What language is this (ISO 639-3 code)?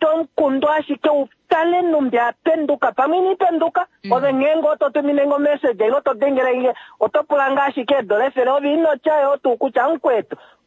kua